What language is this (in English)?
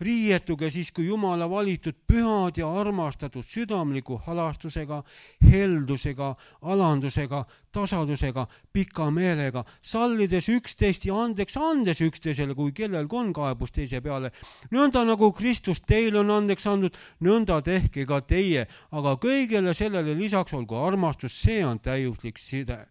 Estonian